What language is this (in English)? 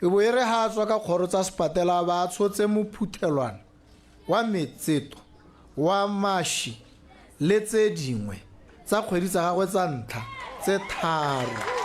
Tswana